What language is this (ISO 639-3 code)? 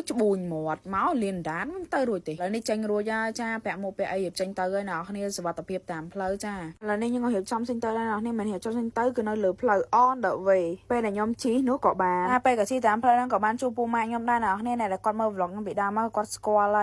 khm